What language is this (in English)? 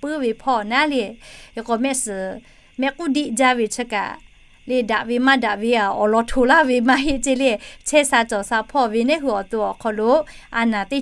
Lahu